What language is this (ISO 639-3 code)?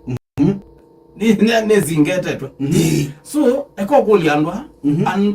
kam